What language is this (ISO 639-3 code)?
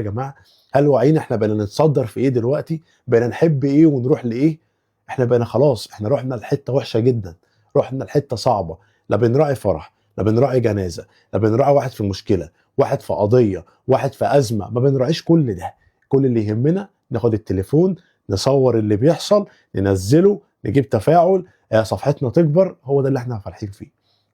arz